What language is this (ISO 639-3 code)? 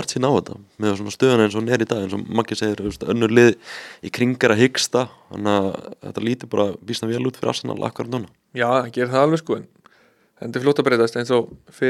isl